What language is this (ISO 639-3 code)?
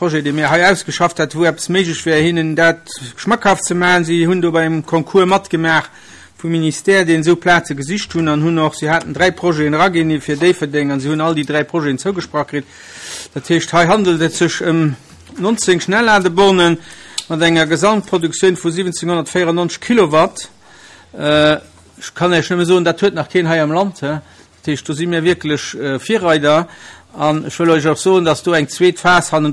ltz